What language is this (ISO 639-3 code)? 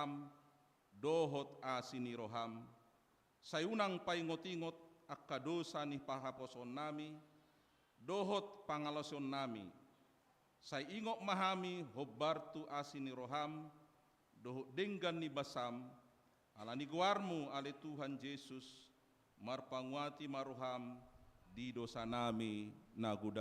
bbc